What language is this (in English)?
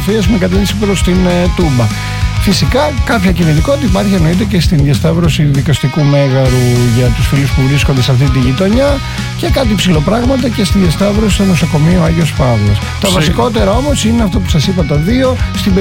Greek